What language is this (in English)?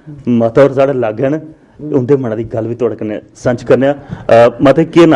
Dogri